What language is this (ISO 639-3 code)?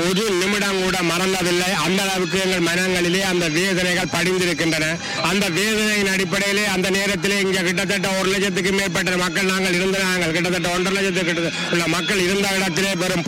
tam